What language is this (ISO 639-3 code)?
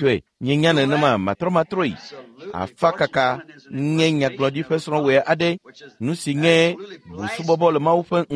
ewe